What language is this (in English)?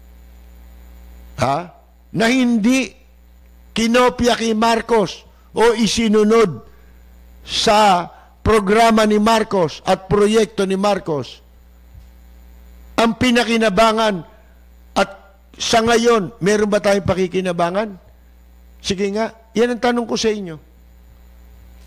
Filipino